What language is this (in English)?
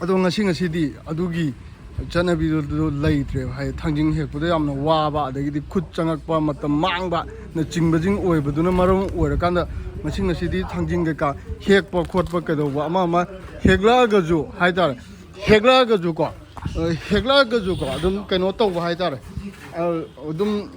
Manipuri